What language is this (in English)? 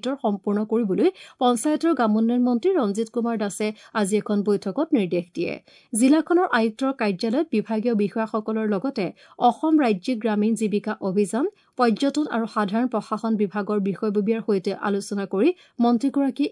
Assamese